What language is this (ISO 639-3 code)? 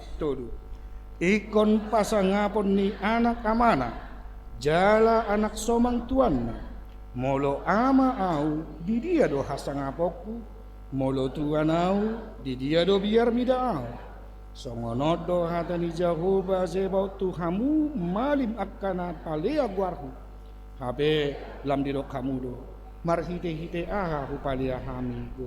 bbc